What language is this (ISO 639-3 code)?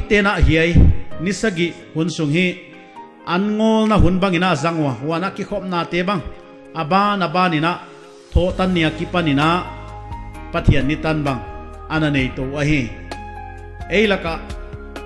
pck